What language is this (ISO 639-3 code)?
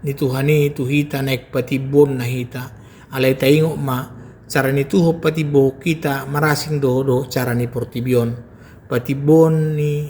bbc